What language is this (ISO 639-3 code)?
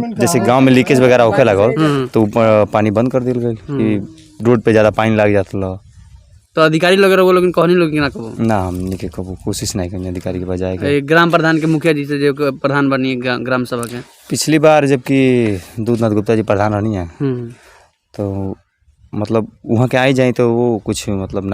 bho